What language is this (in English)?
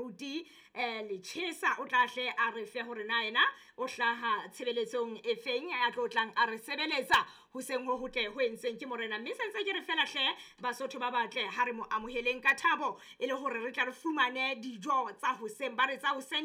Southern Sotho